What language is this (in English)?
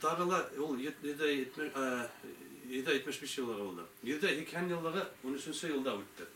Bashkir